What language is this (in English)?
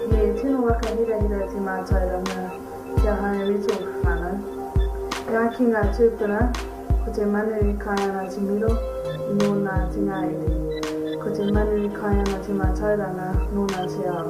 Māori